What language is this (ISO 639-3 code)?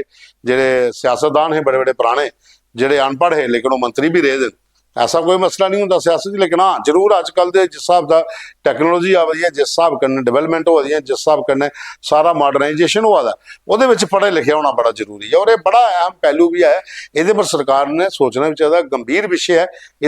doi